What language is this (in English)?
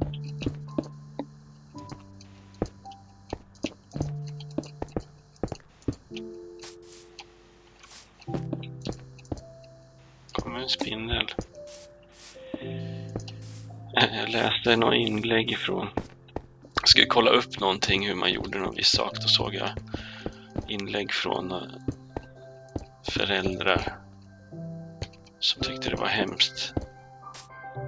Swedish